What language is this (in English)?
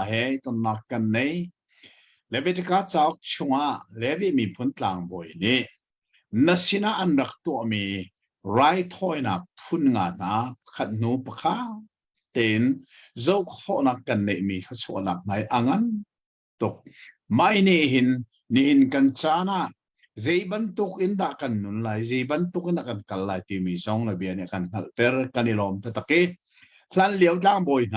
Hakha Chin